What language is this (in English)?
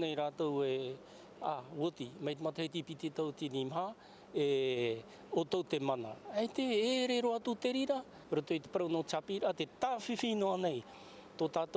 Tahitian